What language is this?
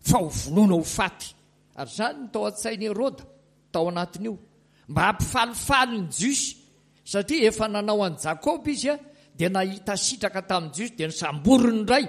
Malagasy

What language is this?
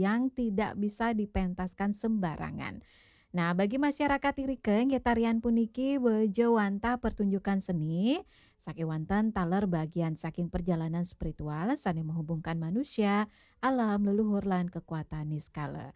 Balinese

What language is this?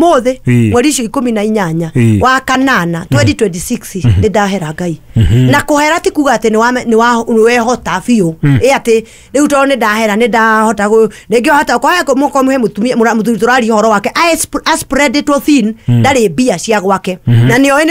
Kikuyu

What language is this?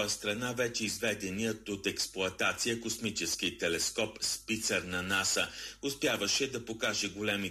Bulgarian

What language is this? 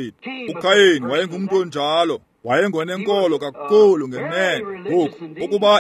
Xhosa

